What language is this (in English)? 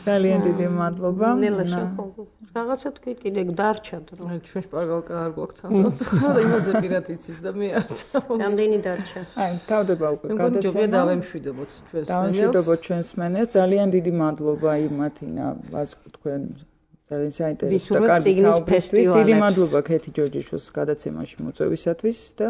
Georgian